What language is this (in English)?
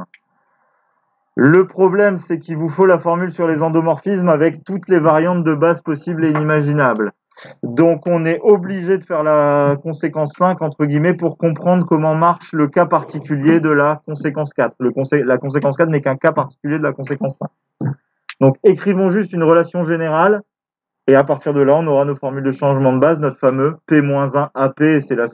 French